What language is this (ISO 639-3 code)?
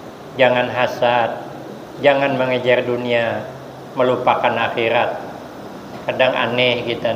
bjn